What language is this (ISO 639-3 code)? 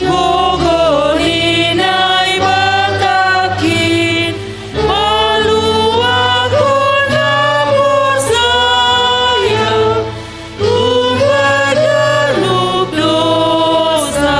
bts